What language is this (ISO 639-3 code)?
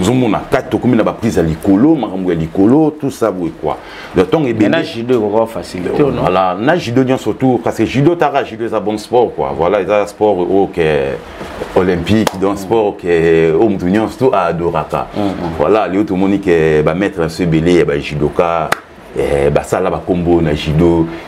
lin